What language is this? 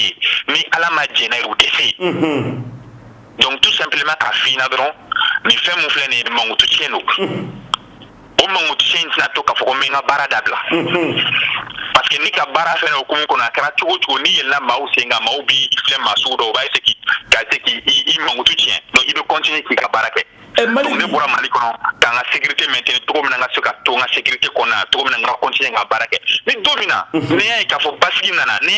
Bambara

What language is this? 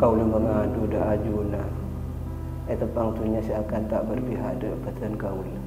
Madurese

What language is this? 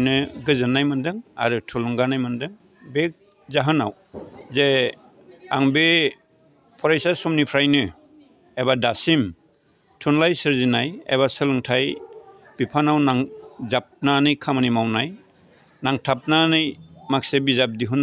Bodo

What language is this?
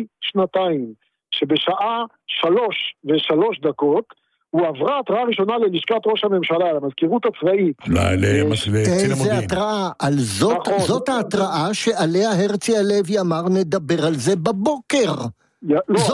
Hebrew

